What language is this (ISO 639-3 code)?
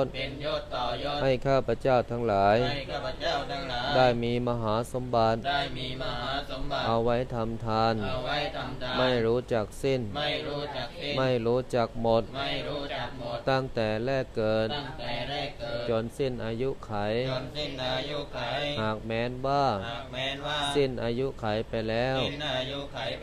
tha